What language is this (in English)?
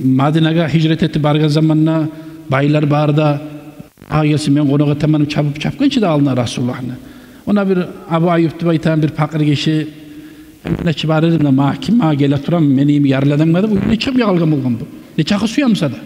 Kumyk